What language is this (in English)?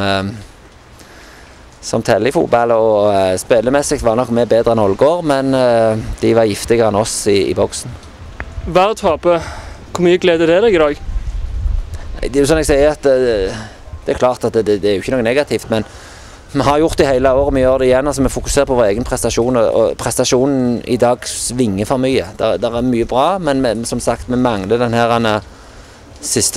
Norwegian